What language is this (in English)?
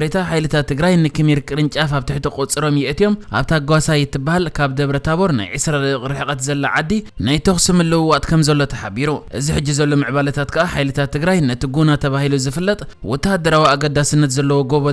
Tigrinya